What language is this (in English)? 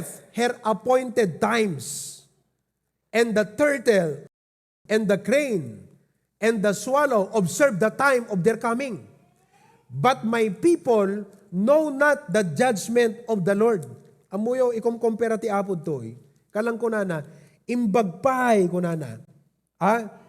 Iloko